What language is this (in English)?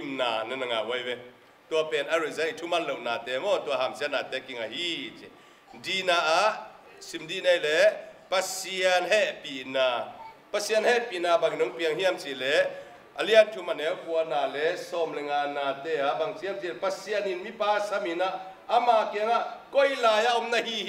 Tedim Chin